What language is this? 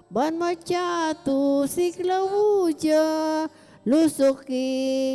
Pampanga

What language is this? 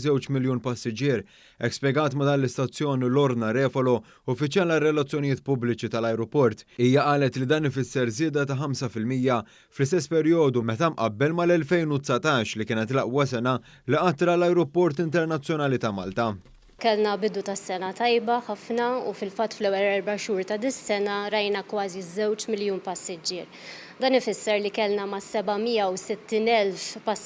Maltese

